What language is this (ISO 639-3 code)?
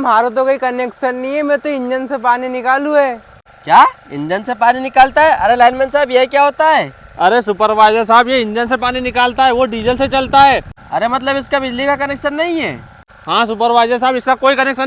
raj